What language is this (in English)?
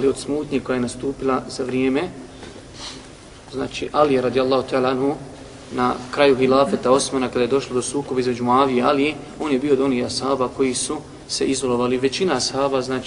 Bosnian